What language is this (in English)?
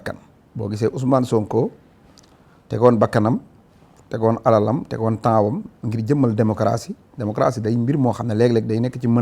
Wolof